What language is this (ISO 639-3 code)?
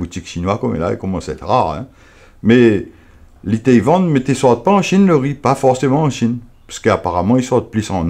rcf